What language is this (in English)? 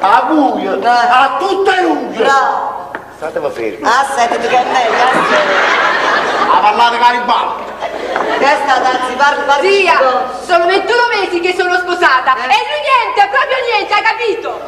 Neapolitan